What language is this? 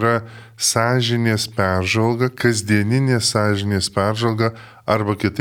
Lithuanian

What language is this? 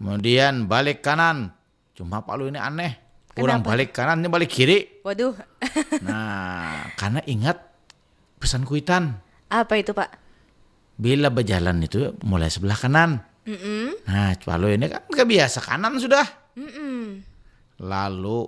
Banjar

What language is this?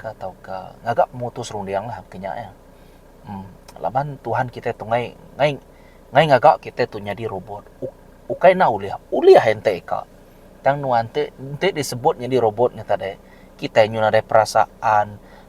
Iban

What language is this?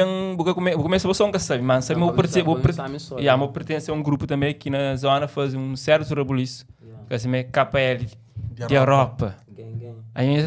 Kabuverdianu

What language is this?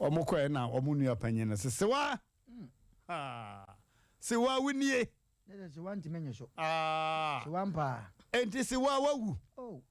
Akan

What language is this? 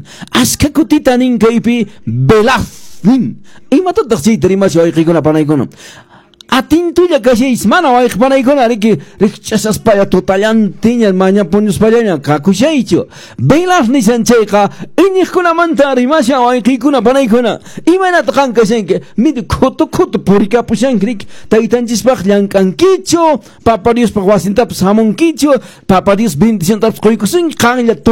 Quechua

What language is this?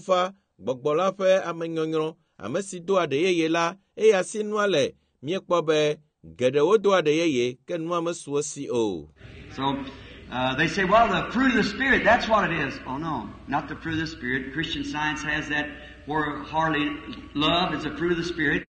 Ewe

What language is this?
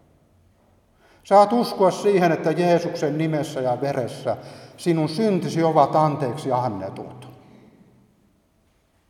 Finnish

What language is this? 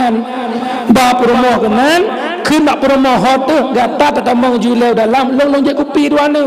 Achinese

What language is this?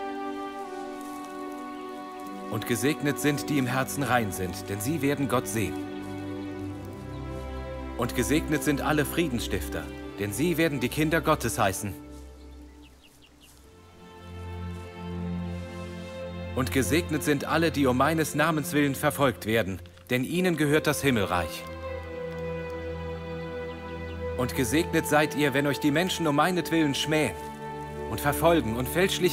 German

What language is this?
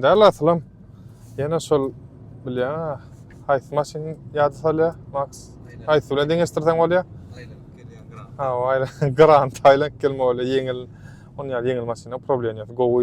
Turkmen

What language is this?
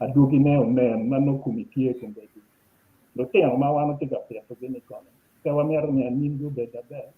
Acoli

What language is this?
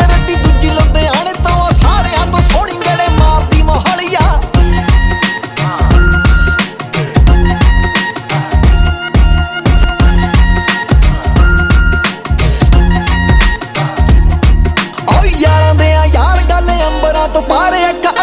Punjabi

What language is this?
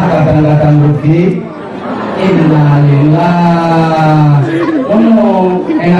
Javanese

